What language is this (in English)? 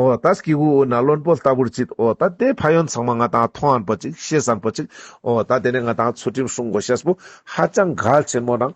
Ladakhi